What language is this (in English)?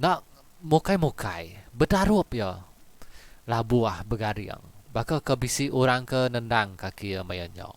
Iban